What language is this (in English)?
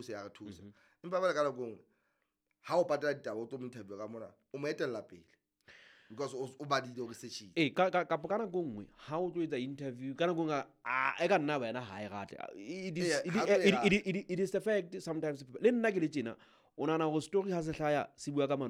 Southern Sotho